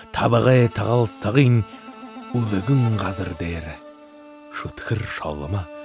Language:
Buriat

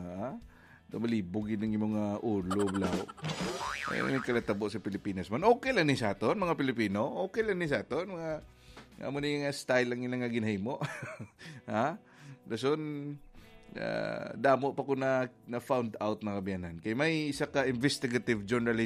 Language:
Hiligaynon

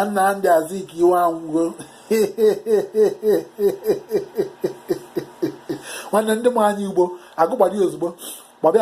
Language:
Igbo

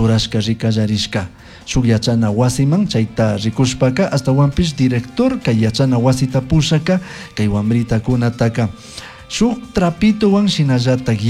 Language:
Chimborazo Highland Quichua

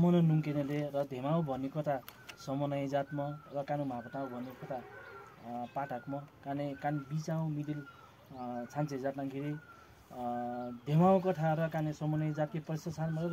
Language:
Nepali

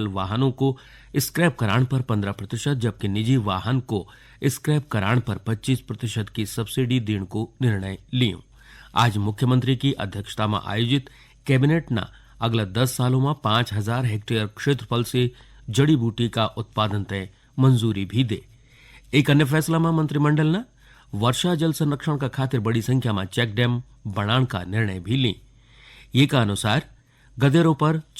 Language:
Garhwali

